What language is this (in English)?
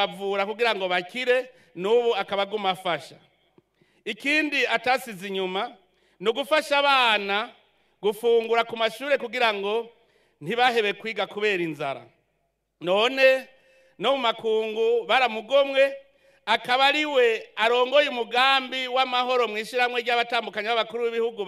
Rundi